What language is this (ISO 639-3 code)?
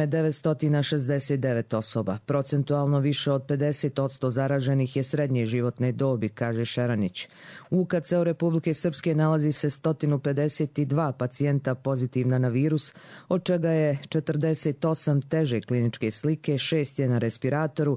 hrv